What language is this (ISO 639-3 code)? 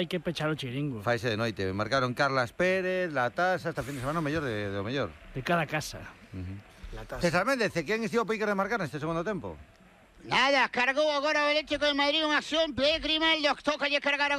glg